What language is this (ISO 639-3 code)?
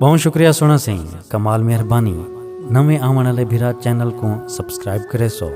skr